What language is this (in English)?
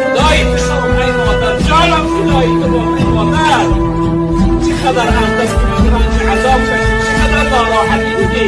Tajik